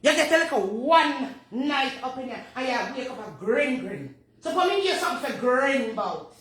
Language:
Jamaican Creole English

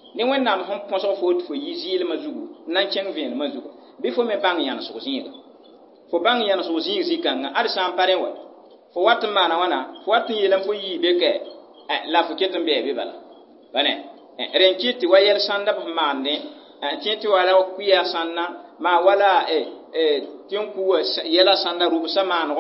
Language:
Mossi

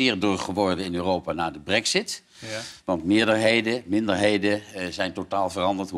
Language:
Dutch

